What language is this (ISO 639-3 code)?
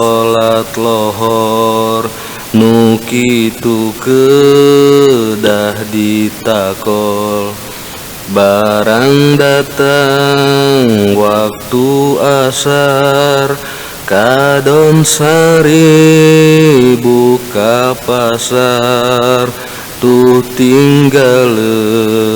sun